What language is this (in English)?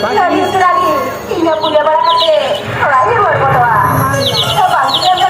Santali